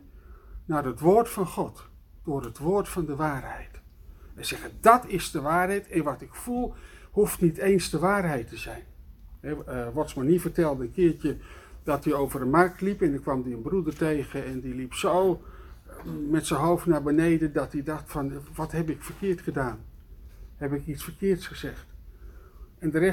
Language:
Dutch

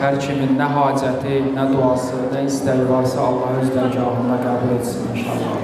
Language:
Azerbaijani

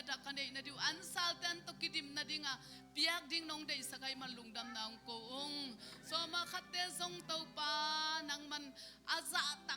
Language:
Tedim Chin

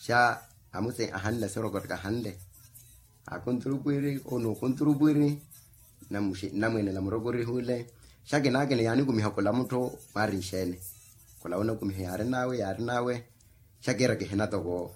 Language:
Makhuwa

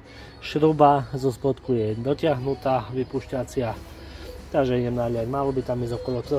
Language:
Slovak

